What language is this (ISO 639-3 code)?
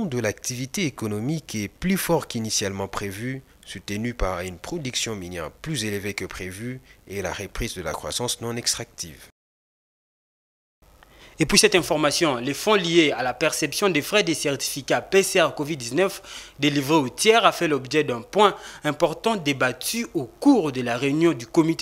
fra